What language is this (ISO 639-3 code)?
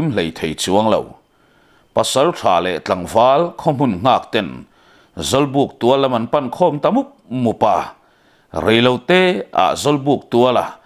lus